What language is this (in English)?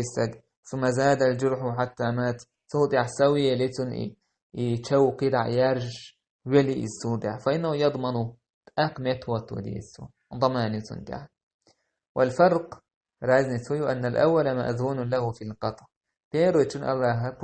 Chechen